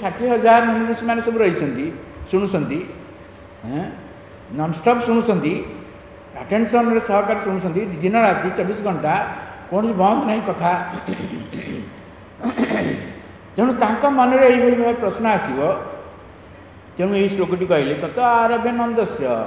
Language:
Odia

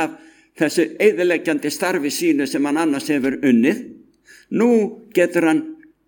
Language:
Icelandic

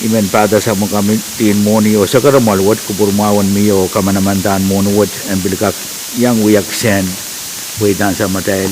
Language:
Pohnpeian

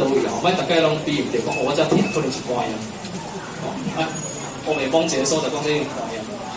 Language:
Min Nan Chinese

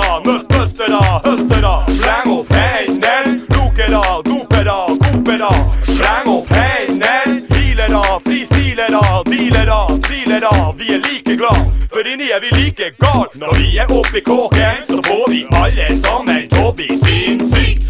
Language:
Norwegian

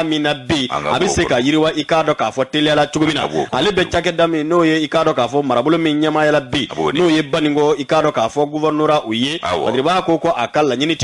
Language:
Bambara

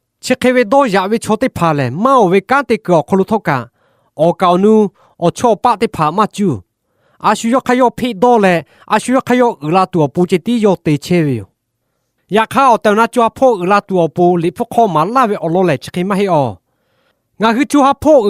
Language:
Lahu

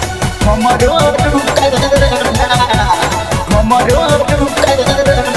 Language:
Bhojpuri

